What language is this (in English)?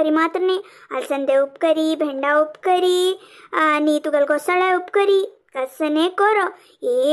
Konkani